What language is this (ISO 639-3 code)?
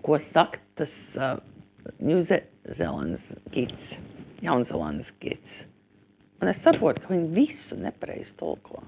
lav